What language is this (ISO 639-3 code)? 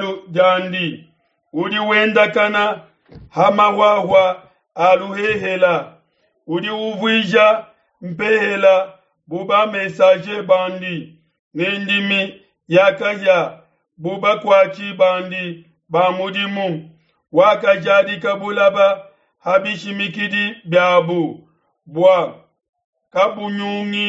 lua